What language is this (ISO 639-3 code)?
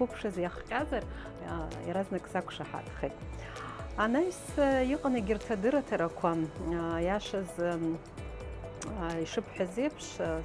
abk